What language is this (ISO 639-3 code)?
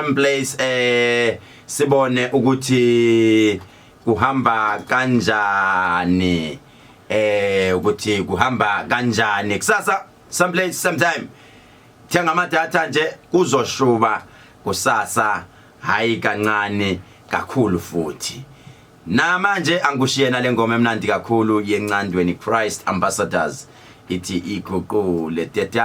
zul